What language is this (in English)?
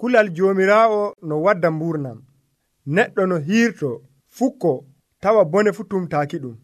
Nigerian Fulfulde